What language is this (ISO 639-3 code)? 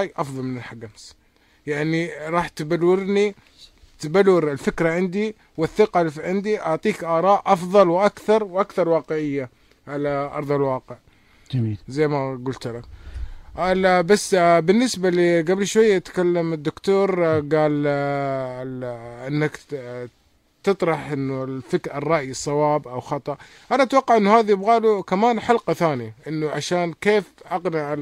ars